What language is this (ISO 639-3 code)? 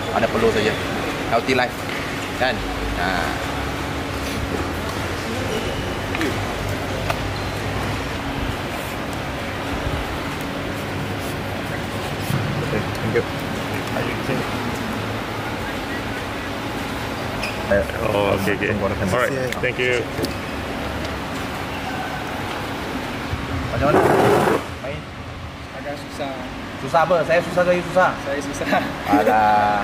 msa